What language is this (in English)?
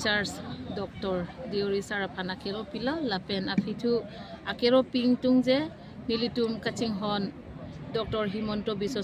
Karbi